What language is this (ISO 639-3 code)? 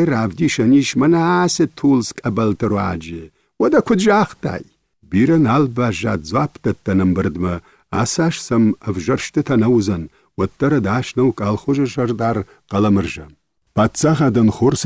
oss